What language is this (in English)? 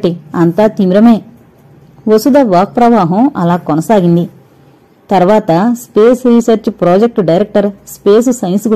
Telugu